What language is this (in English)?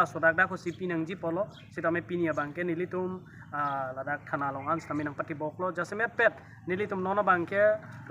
Karbi